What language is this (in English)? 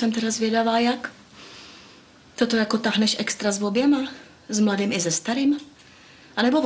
Czech